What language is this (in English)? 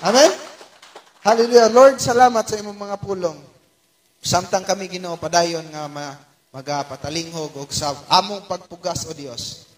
Cebuano